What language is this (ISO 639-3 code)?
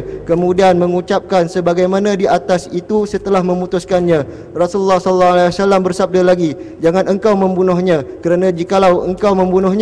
msa